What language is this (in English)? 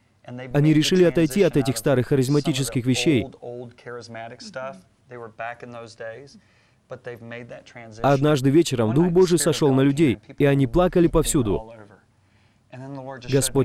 Russian